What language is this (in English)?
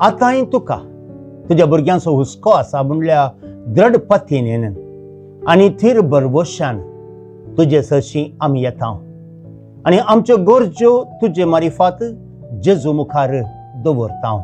Konkani